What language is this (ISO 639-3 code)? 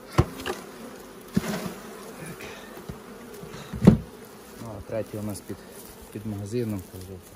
ukr